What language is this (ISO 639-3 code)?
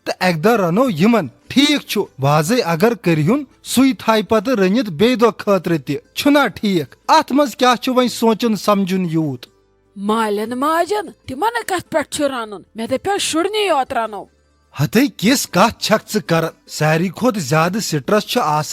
kas